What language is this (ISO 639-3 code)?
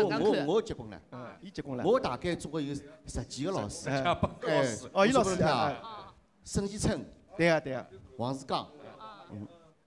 wuu